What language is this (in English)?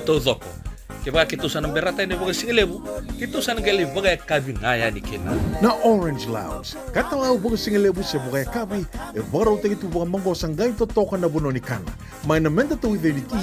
Fijian